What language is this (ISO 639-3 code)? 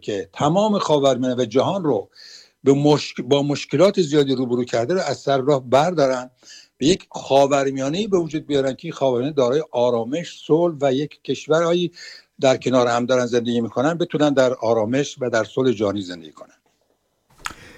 fas